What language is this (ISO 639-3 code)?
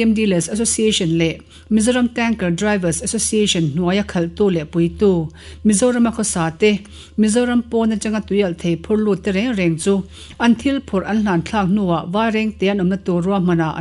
lus